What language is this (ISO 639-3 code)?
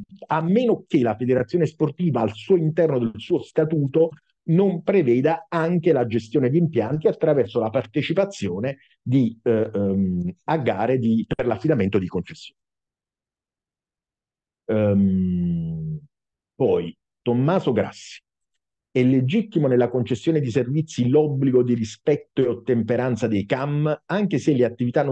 ita